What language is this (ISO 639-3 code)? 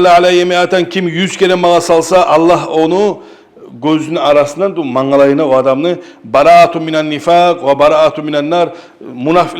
kum